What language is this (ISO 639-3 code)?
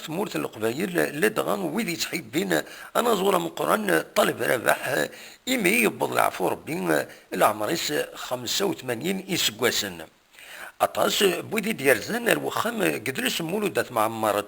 kab